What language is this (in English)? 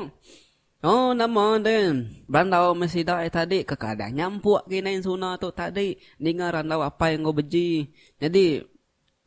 Iban